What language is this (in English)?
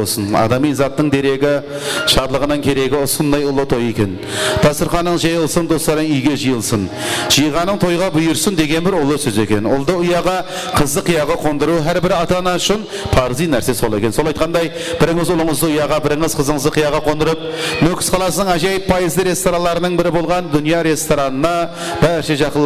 Kara-Kalpak